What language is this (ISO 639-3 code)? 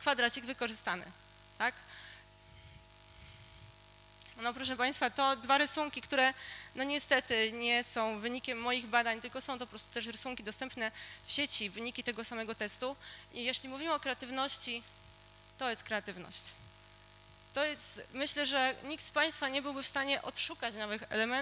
pol